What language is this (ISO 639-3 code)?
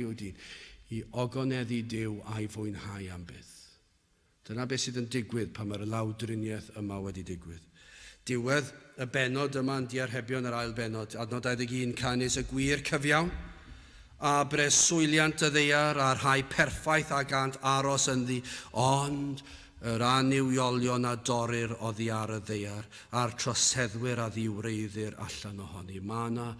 cym